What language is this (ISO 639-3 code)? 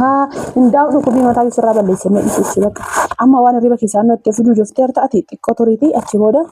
orm